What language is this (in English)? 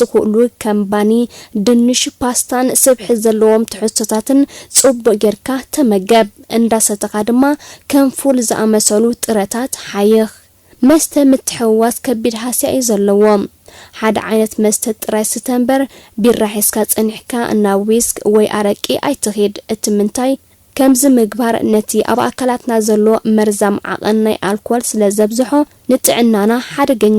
Tigrinya